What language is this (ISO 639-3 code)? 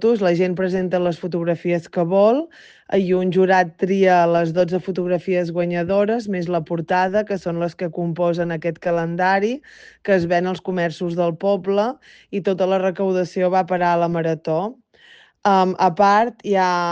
cat